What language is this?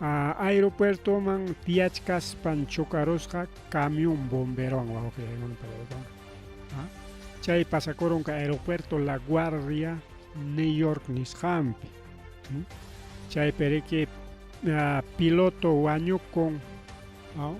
Ayacucho Quechua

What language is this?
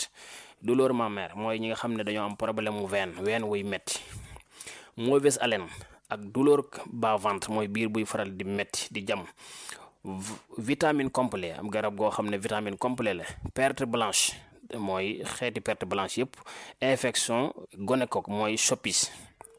Wolof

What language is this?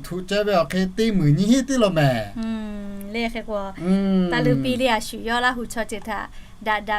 Lahu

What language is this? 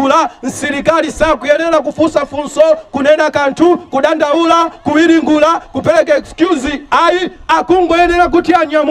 Nyanja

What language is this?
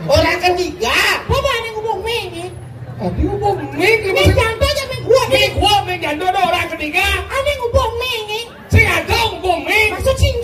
Balinese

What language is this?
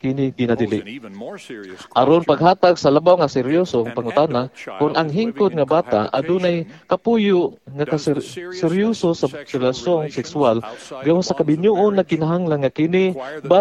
Cebuano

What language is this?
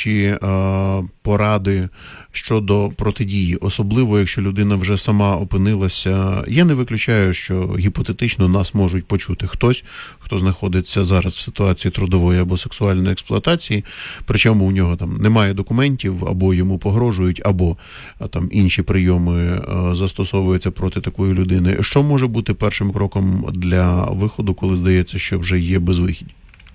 Ukrainian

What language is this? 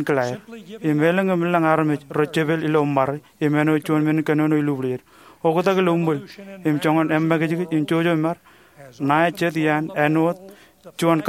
Marshallese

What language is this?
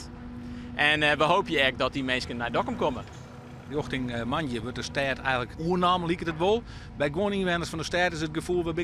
Western Frisian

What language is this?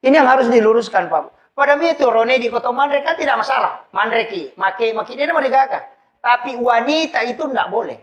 Buginese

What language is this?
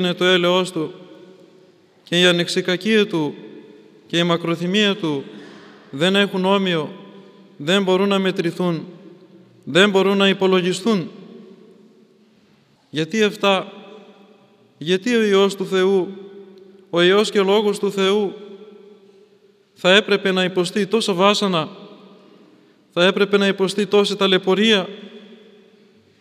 Greek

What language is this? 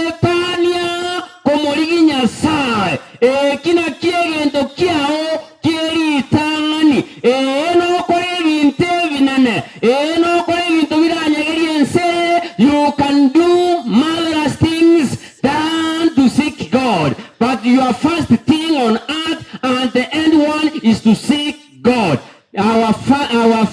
Gusii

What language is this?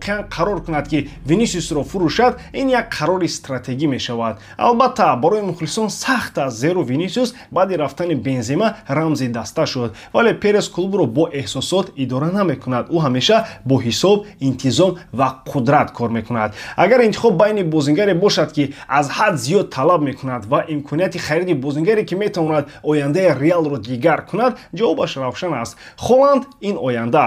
Tajik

